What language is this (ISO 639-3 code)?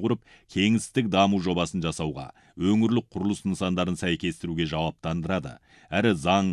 kaz